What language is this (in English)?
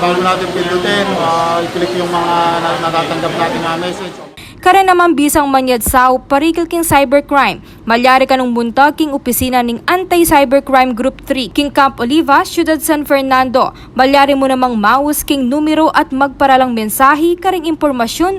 Pampanga